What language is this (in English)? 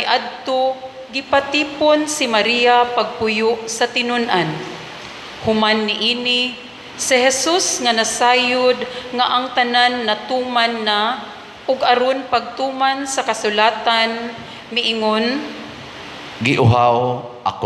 Cebuano